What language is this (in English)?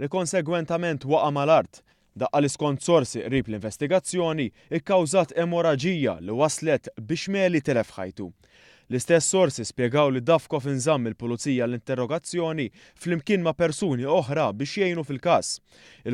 Maltese